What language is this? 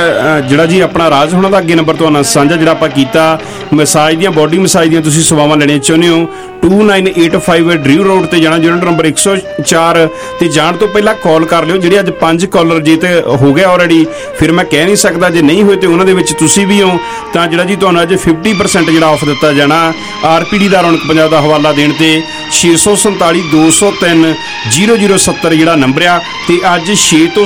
Punjabi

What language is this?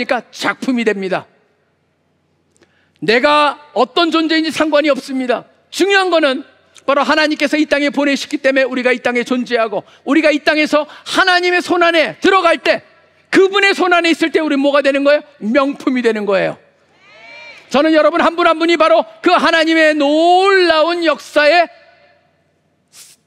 Korean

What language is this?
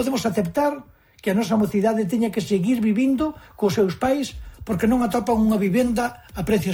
Galician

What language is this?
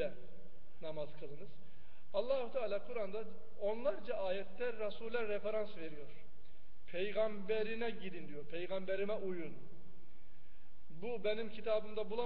Turkish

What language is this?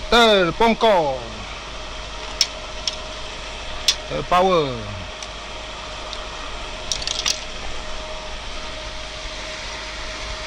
Malay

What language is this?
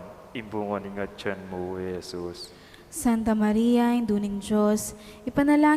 Pampanga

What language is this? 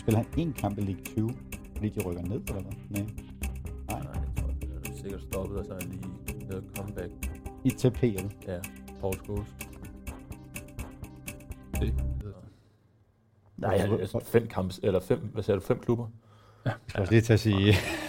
Danish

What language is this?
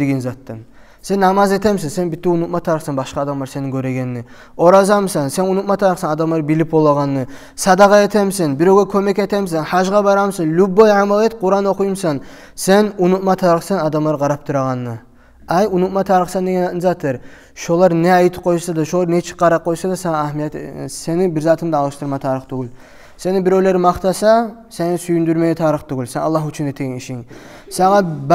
Kumyk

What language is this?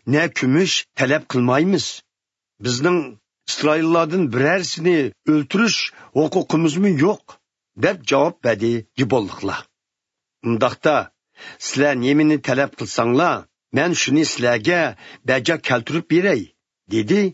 Uyghur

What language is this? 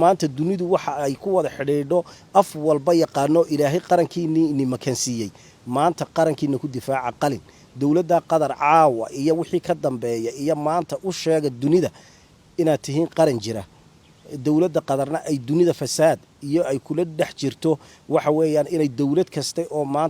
Somali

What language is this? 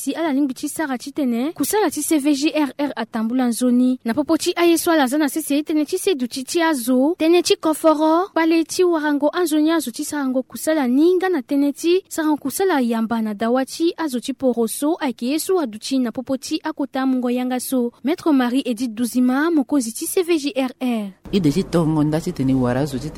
Sango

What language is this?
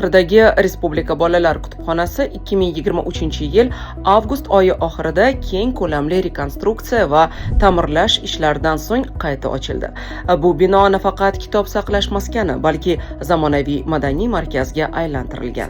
Uzbek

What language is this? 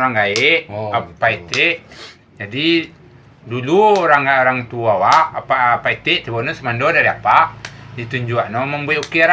Minangkabau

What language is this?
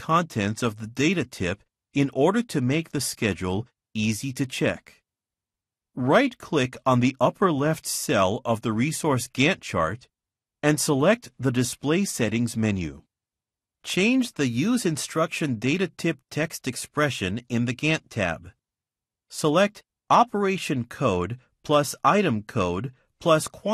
English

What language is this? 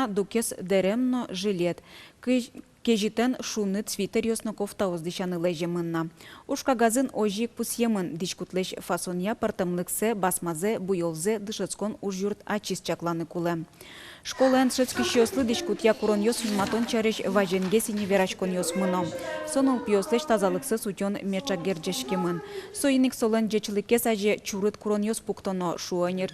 Udmurt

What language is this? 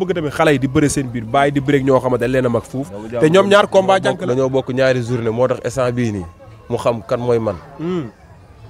Wolof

